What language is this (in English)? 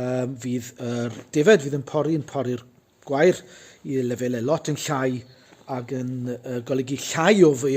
Welsh